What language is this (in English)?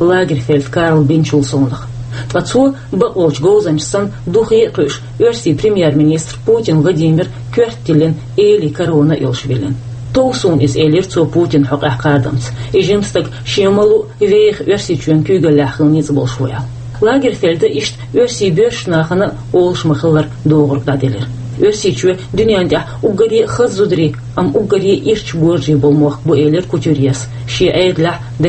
Chechen